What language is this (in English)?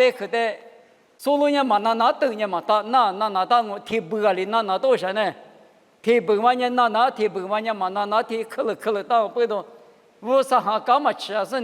Lisu